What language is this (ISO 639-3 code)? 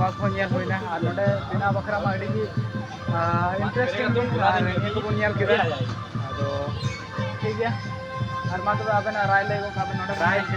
sat